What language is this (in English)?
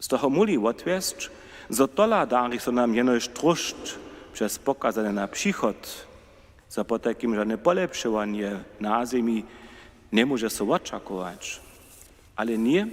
Upper Sorbian